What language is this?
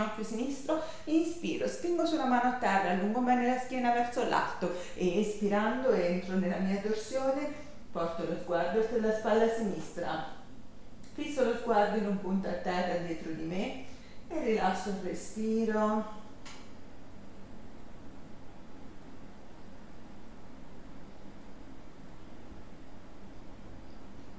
Italian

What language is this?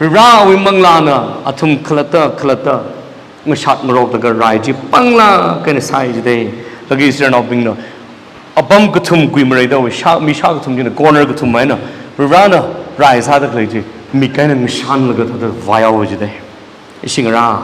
Tangkhul Naga (India)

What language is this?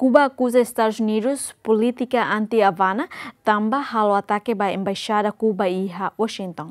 Tetum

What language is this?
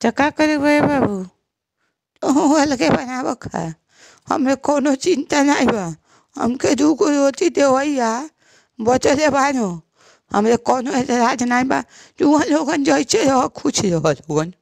Bhojpuri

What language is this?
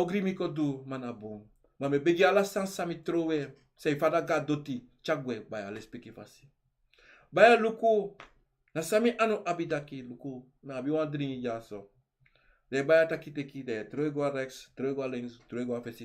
Sranan Tongo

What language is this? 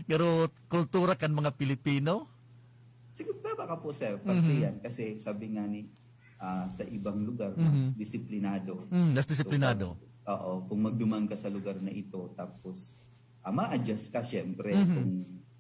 Bikol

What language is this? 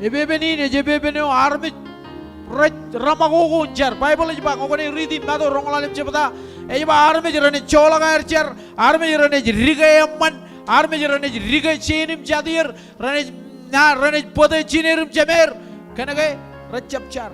Marshallese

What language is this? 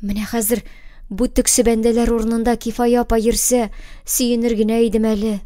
Tatar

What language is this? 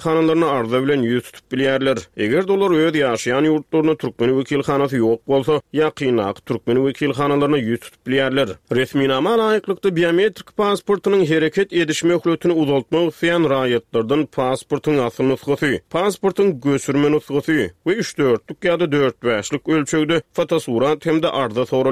Turkmen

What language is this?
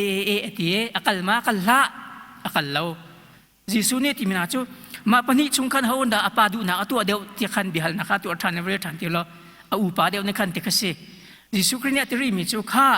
Hakha Chin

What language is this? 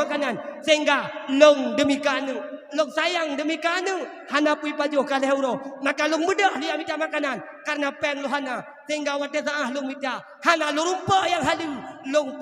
Achinese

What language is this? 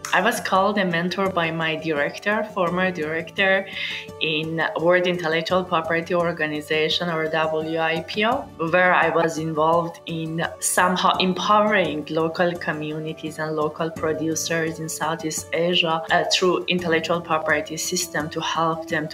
English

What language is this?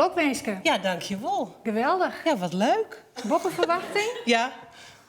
Western Frisian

